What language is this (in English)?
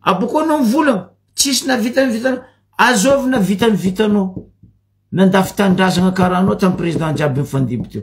Malagasy